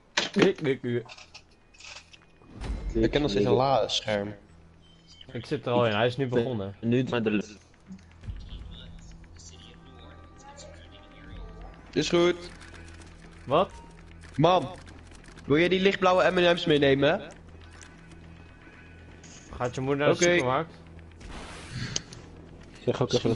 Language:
Dutch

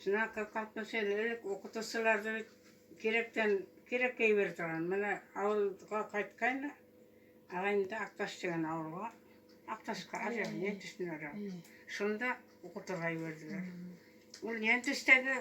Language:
Bashkir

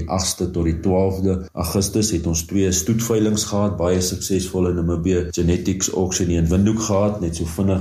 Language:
Afrikaans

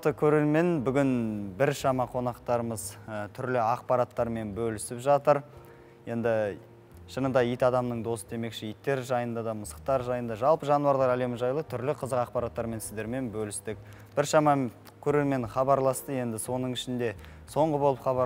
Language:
Kazakh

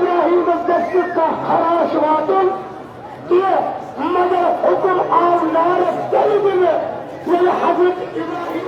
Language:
Kashmiri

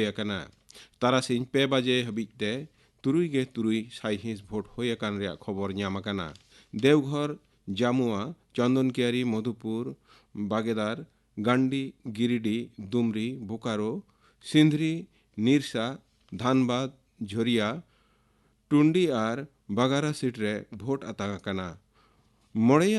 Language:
Santali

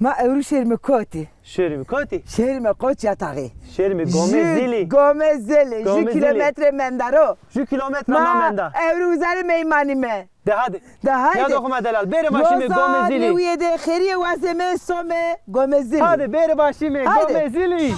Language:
Zaza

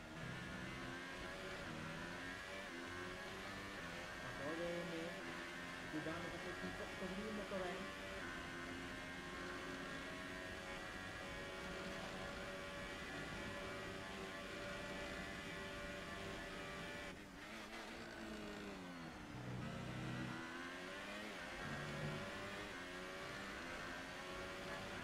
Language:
Czech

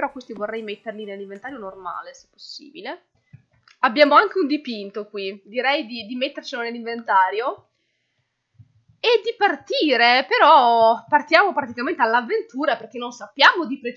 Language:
Italian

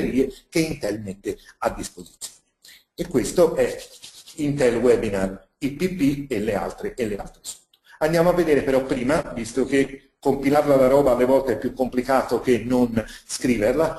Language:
Italian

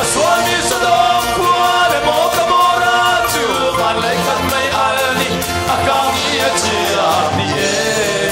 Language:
Hakha Chin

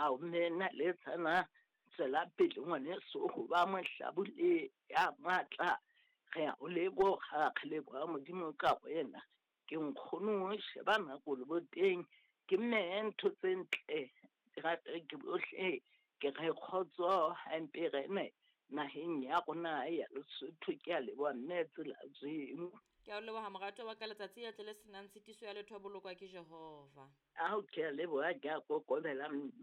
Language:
Southern Sotho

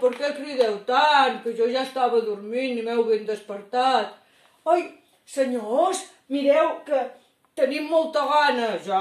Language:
Catalan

